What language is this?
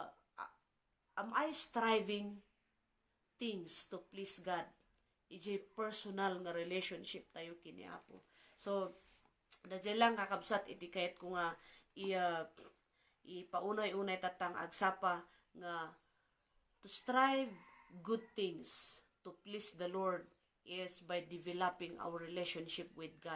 Iloko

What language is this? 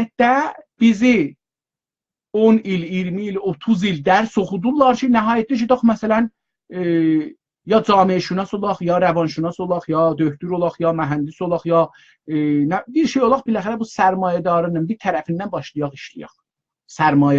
South Azerbaijani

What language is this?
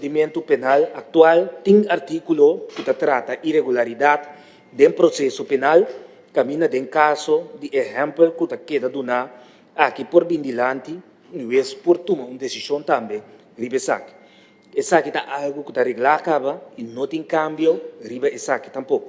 Papiamento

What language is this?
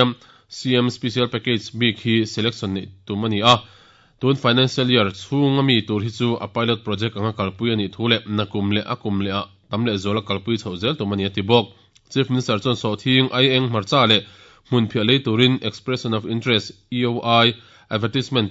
Mizo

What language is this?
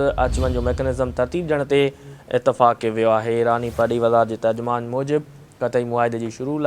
Sindhi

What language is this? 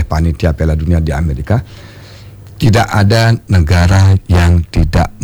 Indonesian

